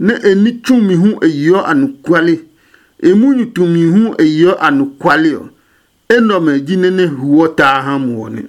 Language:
Adangme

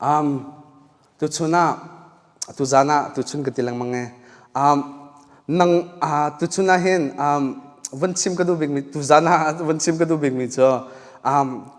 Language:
Hakha Chin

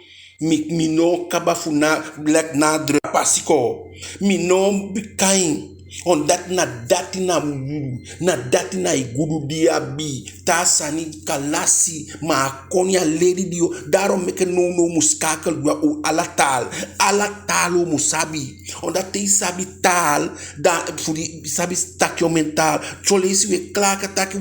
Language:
Eastern Maroon Creole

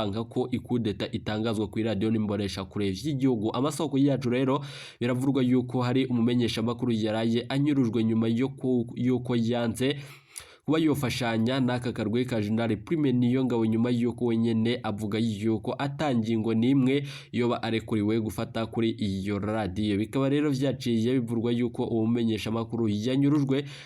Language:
Rundi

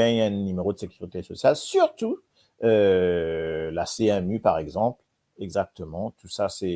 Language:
Morisyen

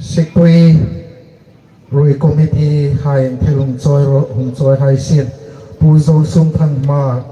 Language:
Hmar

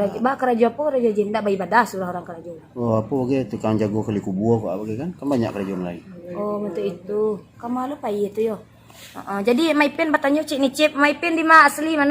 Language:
Minangkabau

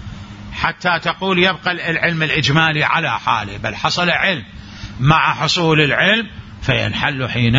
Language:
Mesopotamian Arabic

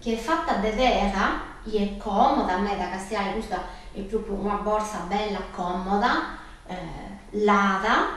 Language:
Sardinian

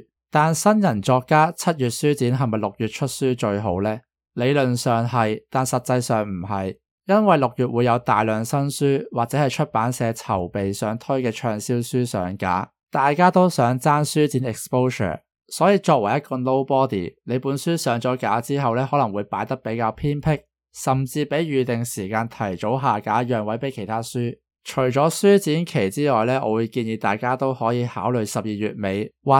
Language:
Cantonese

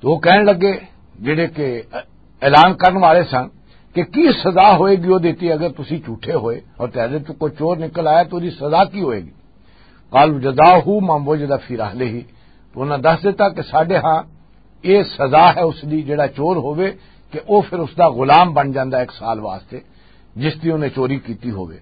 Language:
Western Panjabi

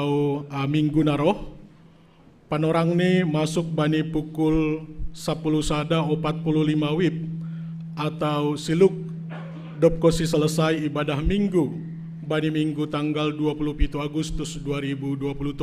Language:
Batak Simalungun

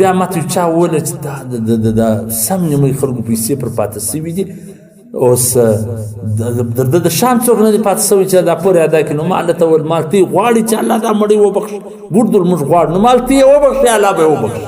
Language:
Pashto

